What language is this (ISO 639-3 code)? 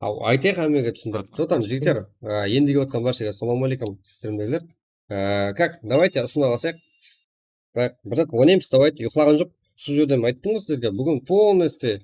kaa